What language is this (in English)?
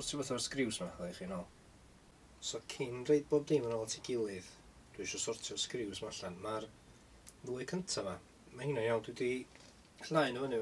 Welsh